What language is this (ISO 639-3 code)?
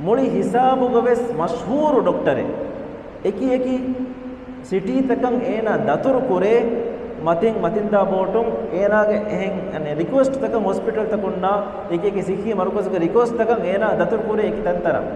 div